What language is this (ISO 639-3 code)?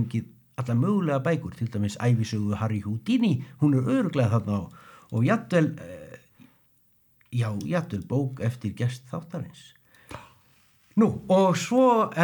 isl